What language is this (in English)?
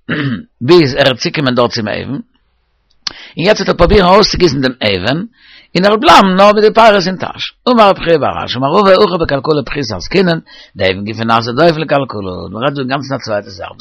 Yiddish